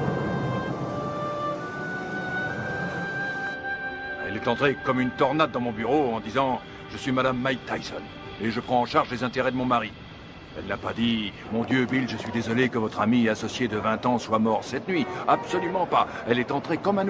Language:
French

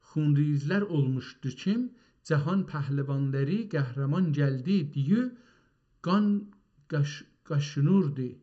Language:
South Azerbaijani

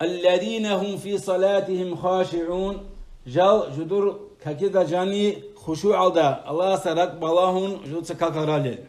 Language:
Avaric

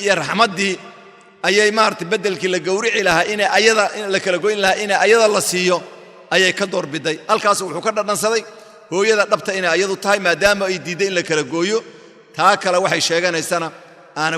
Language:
Somali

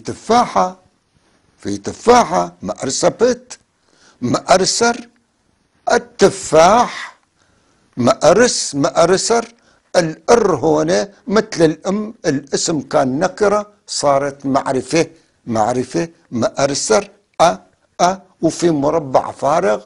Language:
North Levantine Arabic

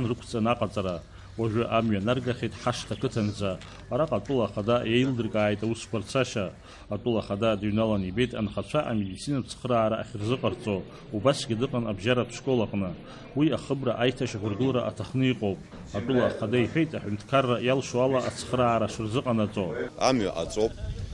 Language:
Abkhazian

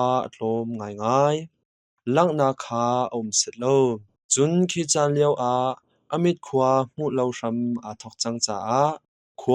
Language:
Hakha Chin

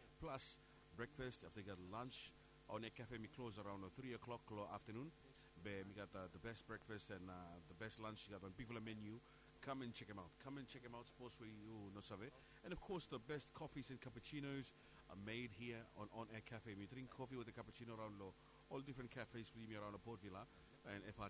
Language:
Bislama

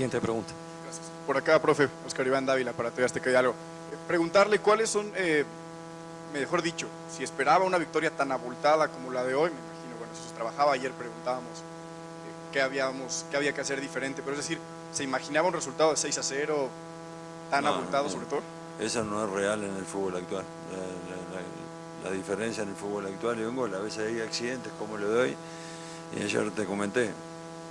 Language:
Spanish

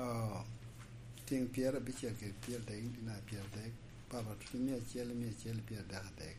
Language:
Lango (Uganda)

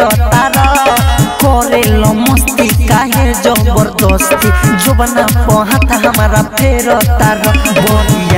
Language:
Bhojpuri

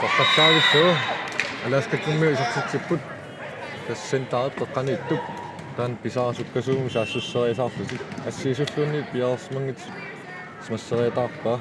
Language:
Kalaallisut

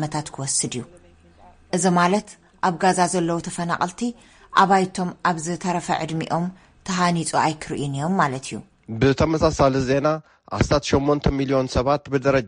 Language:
Tigrinya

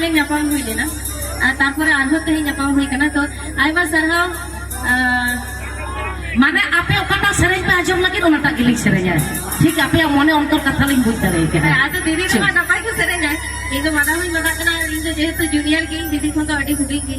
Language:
Santali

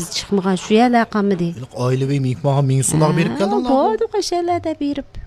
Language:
Uyghur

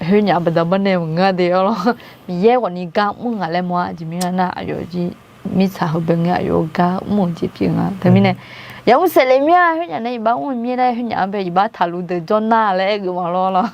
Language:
Akha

